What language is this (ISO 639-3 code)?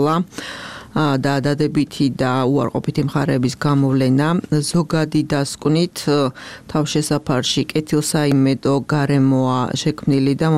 kat